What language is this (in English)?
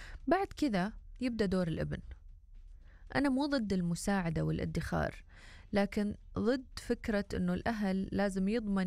Arabic